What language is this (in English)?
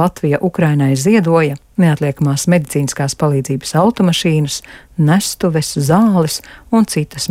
Latvian